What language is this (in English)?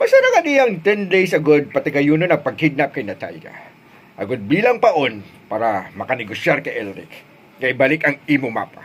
Hiligaynon